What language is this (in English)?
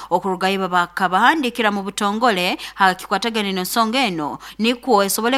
Nyankole